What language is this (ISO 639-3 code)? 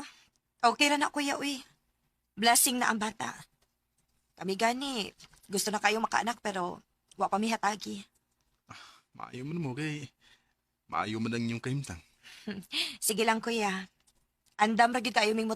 ceb